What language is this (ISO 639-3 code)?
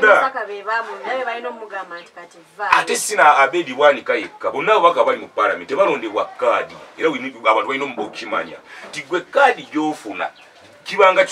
lug